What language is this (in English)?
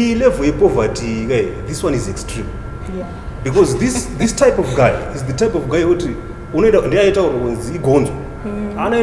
Shona